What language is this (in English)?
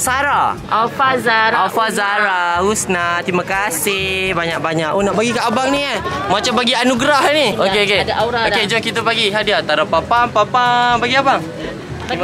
Malay